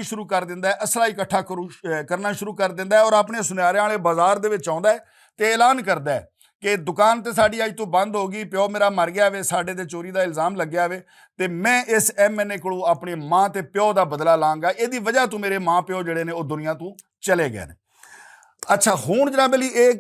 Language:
Western Panjabi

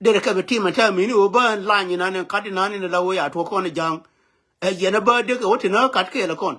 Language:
Nuer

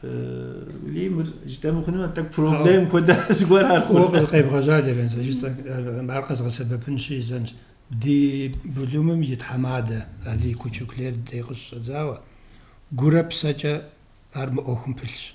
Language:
Kabardian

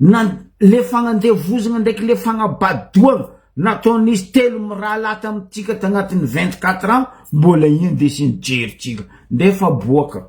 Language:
Malagasy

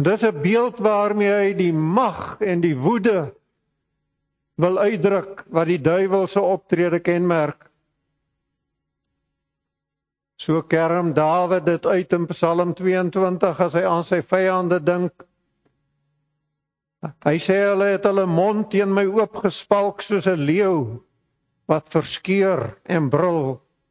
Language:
Afrikaans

